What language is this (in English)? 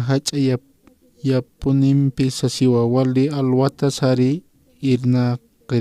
Aymara